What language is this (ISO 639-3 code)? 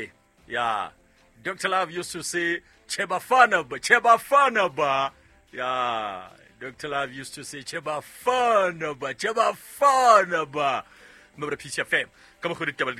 sot